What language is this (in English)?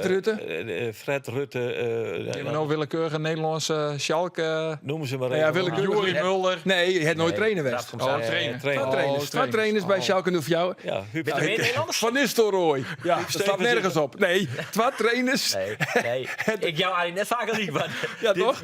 Western Frisian